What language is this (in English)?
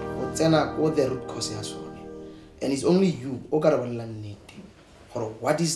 Tswana